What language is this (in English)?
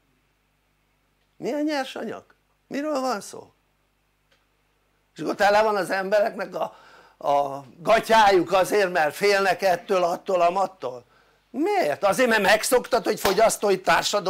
Hungarian